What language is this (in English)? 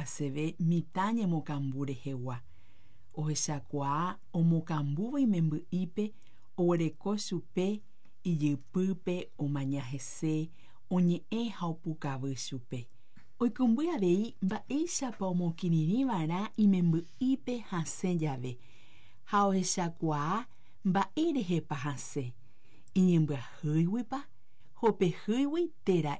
Guarani